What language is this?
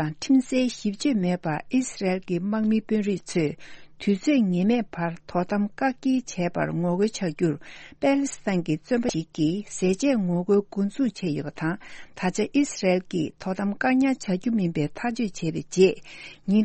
Tibetan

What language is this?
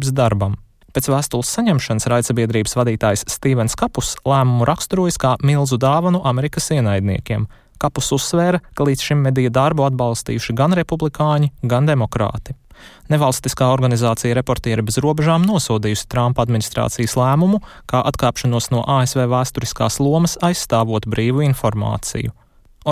Latvian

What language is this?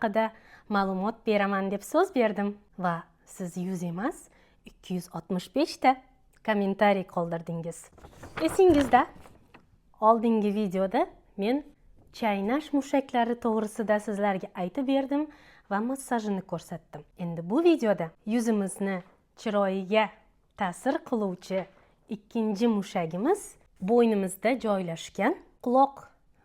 Uzbek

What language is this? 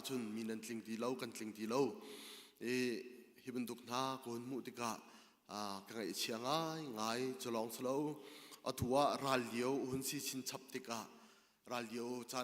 Hakha Chin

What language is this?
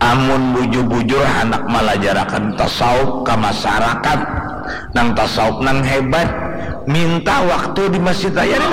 Banjar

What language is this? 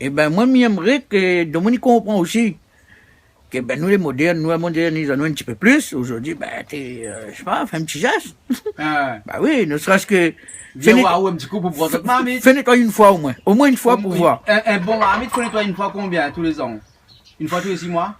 Réunion Creole French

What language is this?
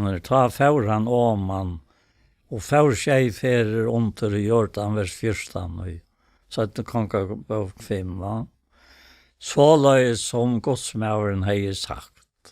Faroese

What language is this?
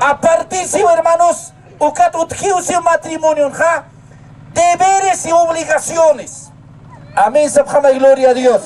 Aymara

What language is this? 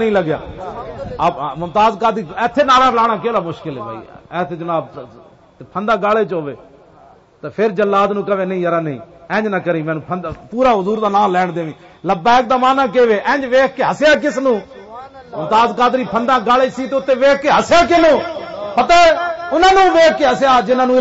Western Panjabi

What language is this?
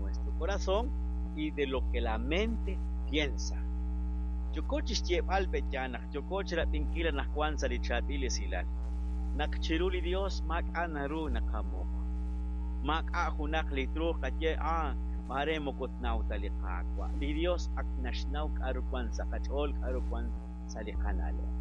Kekchí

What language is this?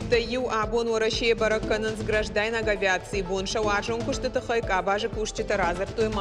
Ossetic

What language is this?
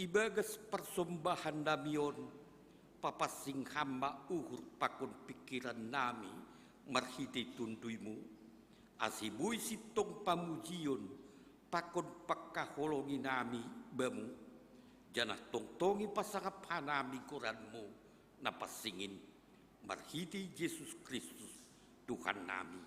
Batak Simalungun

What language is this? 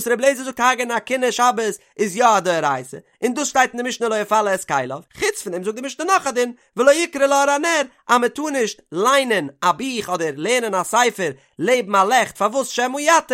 Yiddish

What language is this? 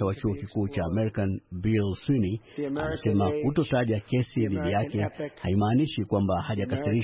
Swahili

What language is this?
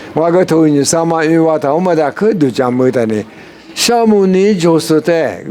Lisu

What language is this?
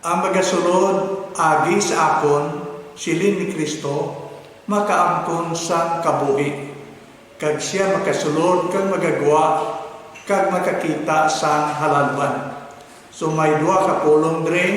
Hiligaynon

